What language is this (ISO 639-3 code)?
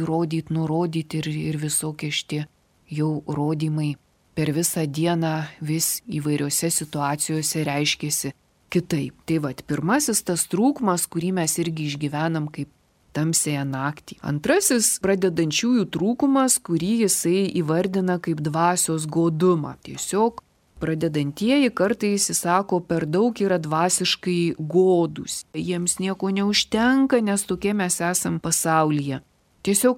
lit